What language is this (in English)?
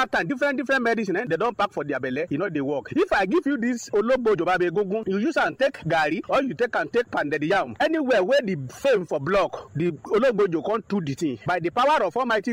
Nigerian Pidgin